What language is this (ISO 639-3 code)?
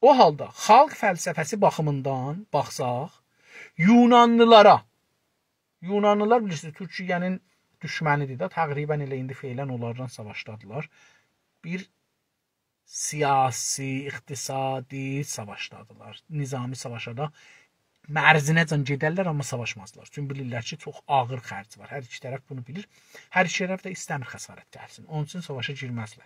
azb